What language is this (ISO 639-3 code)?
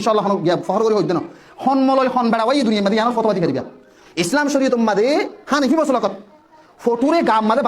rhg